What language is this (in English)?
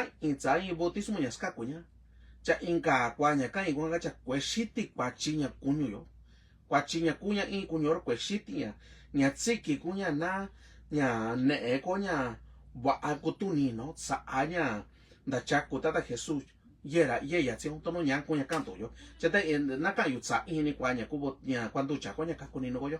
Mixtepec Mixtec